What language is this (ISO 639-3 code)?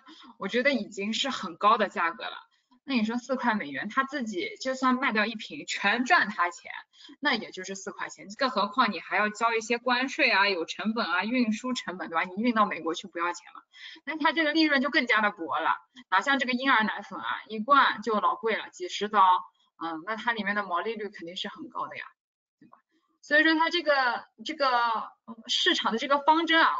zho